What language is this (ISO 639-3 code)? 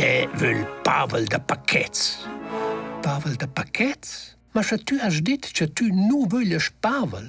roh